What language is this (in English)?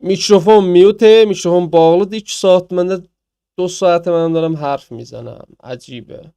South Azerbaijani